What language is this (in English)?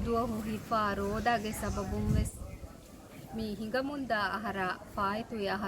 Divehi